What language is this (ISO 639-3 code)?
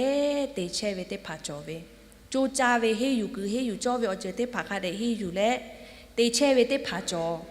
lhu